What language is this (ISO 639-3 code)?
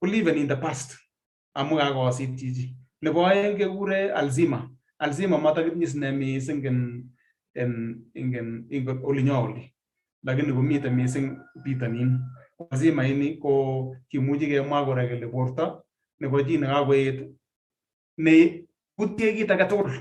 kln